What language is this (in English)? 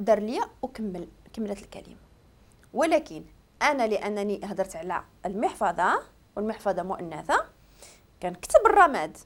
Moroccan Arabic